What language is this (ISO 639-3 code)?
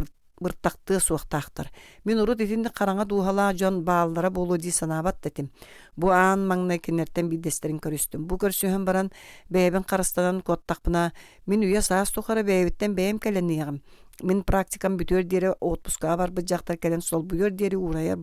sah